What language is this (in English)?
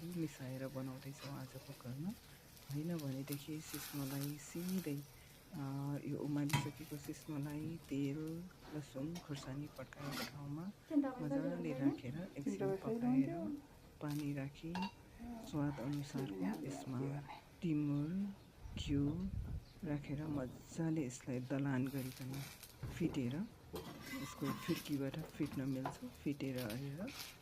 Nepali